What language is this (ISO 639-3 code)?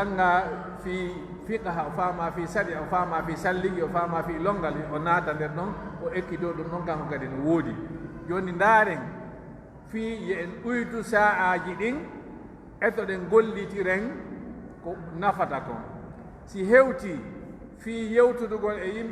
fuf